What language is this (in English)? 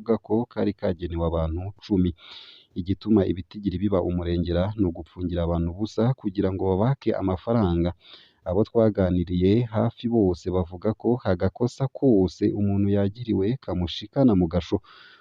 Rundi